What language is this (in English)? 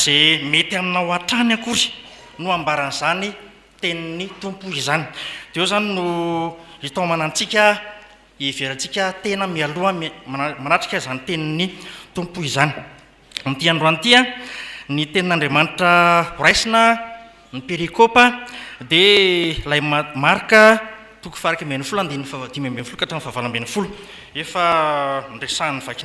Malagasy